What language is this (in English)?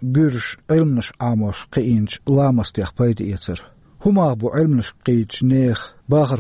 Chechen